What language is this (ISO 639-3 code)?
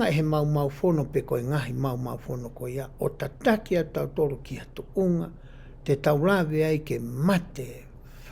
ton